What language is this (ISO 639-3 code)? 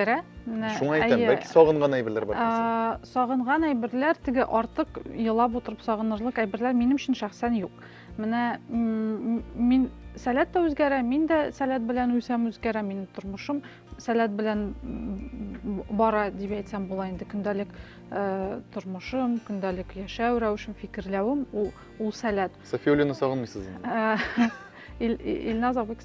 tat